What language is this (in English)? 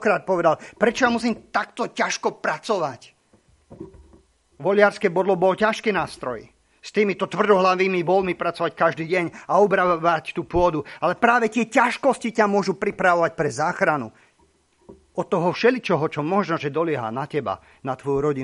Slovak